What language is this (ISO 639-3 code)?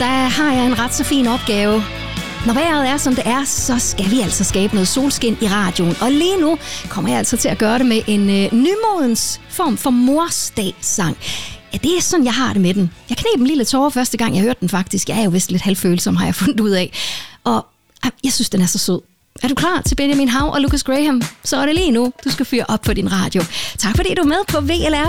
dan